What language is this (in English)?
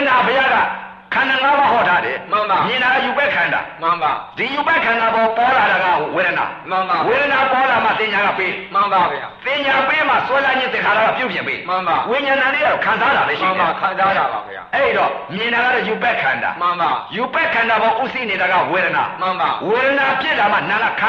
Burmese